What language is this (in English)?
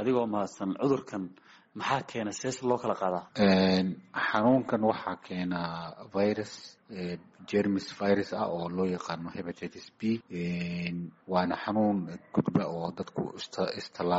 Somali